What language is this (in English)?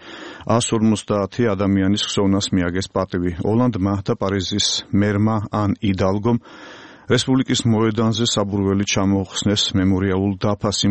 Georgian